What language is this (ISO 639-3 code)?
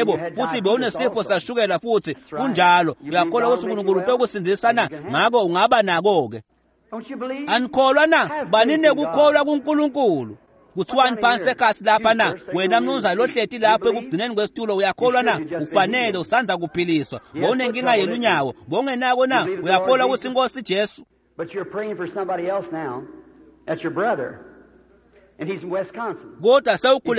ssw